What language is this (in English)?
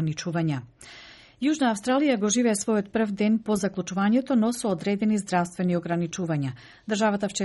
Macedonian